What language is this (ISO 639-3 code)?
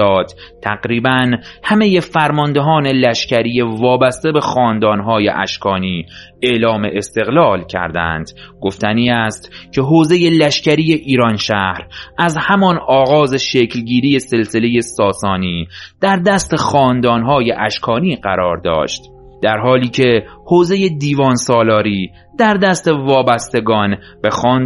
fas